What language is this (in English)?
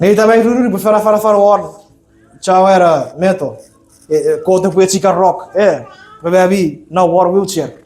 Chuukese